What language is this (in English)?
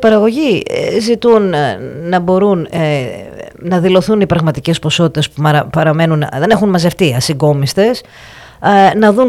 Greek